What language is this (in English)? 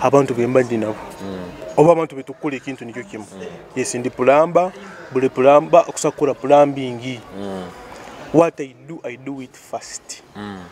Nyoro